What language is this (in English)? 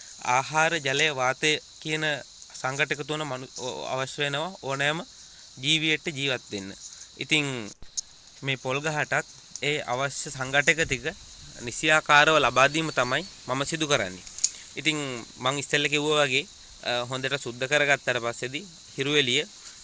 Sinhala